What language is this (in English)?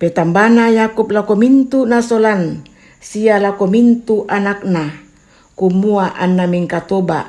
Toraja-Sa'dan